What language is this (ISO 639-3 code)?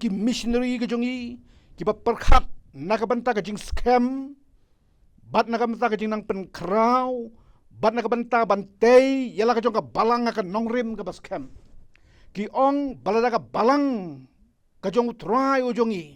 kha